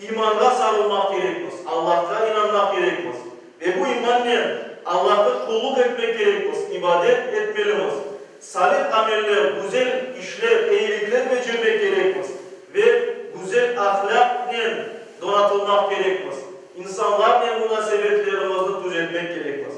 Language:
Crimean Tatar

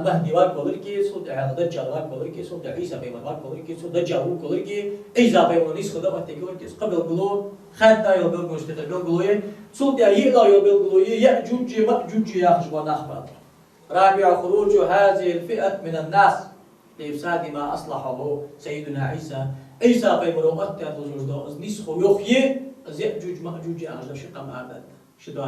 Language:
Ingush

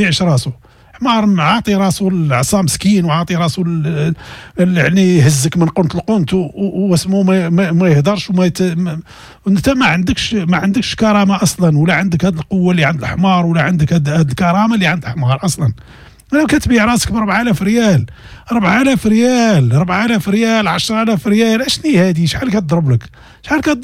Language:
Moroccan Arabic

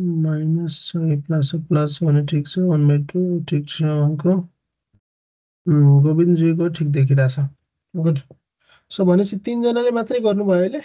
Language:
Nepali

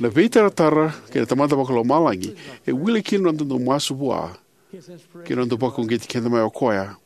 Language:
Fijian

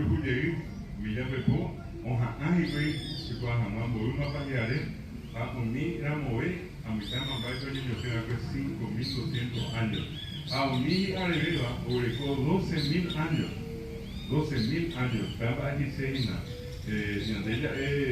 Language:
Guarani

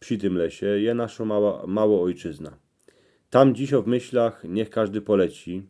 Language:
Silesian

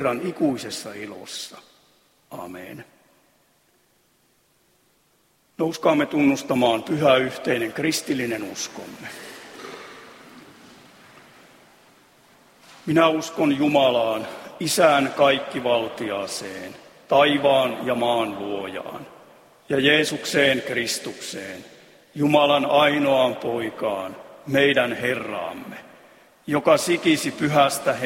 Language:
Finnish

